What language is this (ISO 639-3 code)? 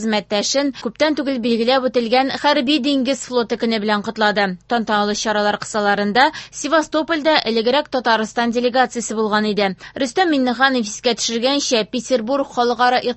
tat